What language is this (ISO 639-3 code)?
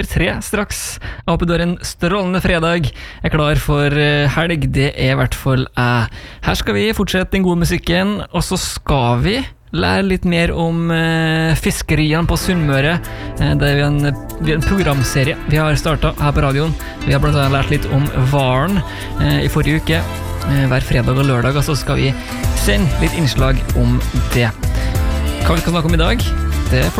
nor